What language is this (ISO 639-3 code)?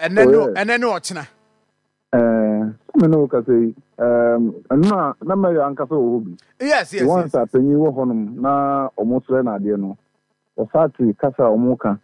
aka